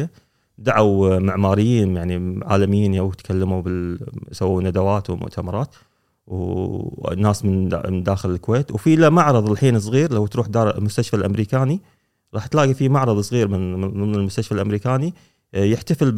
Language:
Gulf Arabic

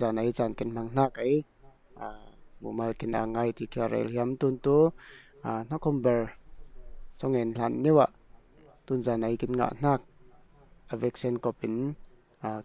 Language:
Falam Chin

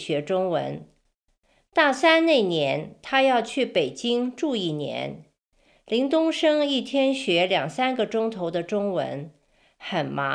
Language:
Chinese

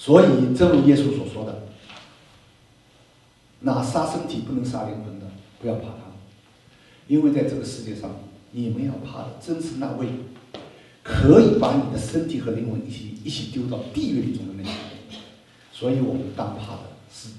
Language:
Chinese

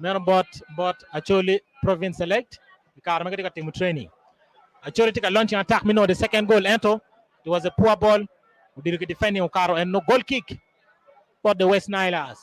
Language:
Acoli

